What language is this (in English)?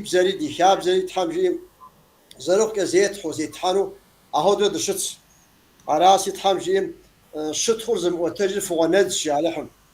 Kabardian